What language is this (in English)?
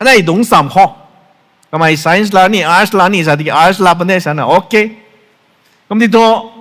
Rongmei Naga